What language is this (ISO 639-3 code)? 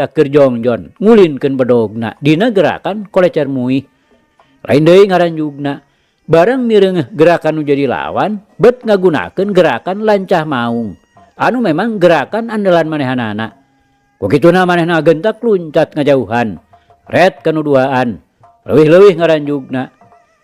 sun